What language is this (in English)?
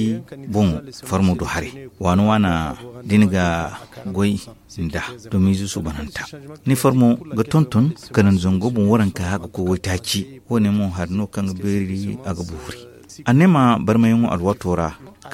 Zarma